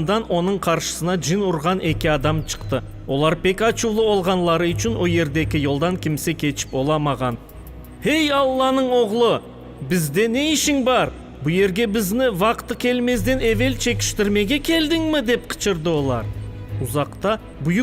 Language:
Crimean Tatar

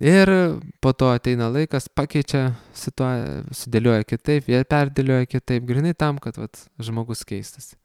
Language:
Lithuanian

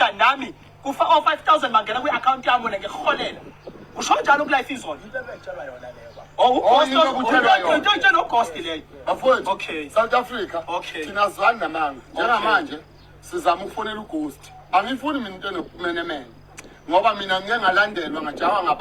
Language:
Zulu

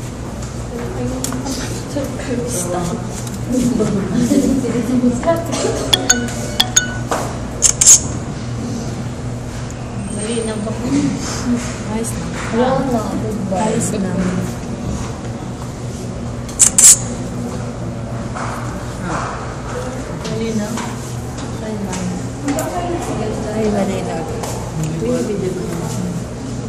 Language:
Filipino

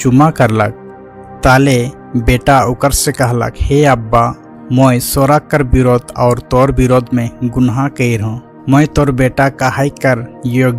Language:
Sadri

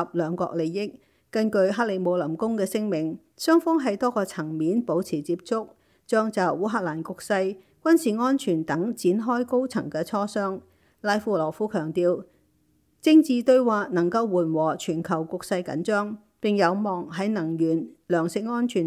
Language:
Cantonese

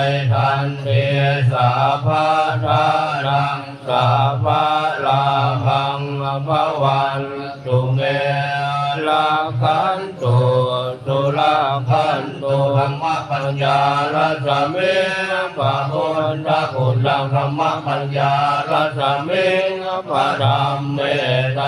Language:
Pali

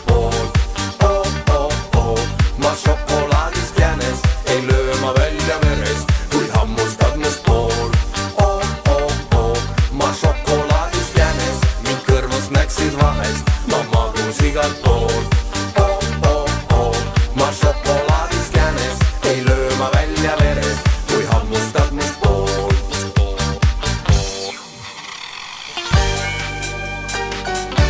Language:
Estonian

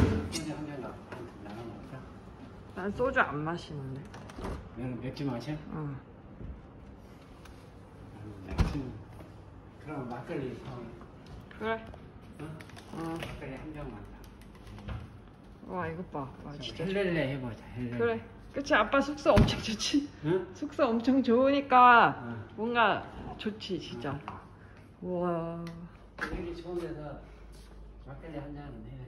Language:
Korean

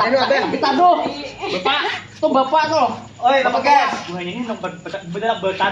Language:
Banjar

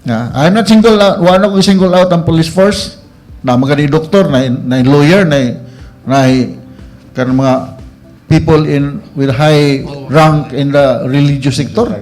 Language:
Cebuano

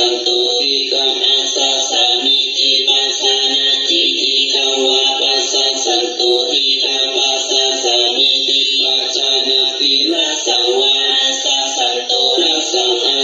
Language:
Pali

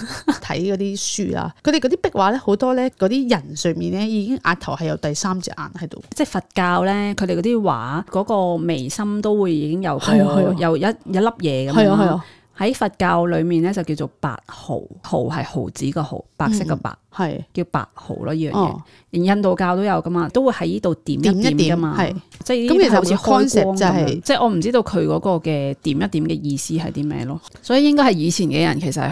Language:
Cantonese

